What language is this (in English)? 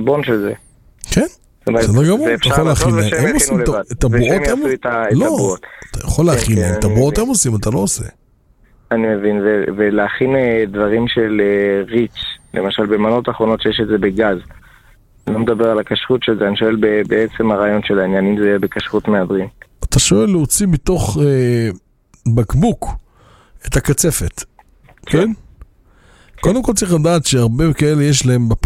Hebrew